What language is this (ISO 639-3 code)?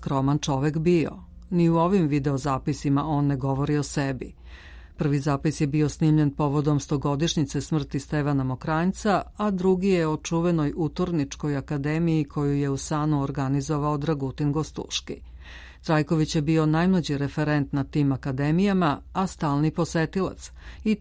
srp